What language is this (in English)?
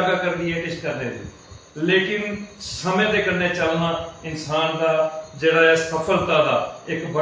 Dogri